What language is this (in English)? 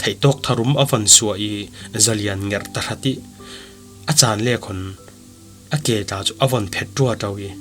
Falam Chin